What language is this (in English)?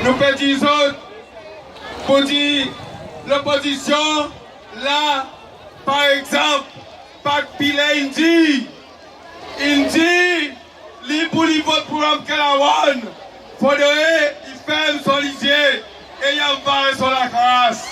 Seselwa Creole French